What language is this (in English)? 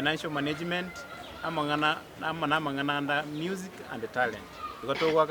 Gusii